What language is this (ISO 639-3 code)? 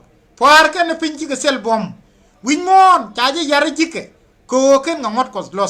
nus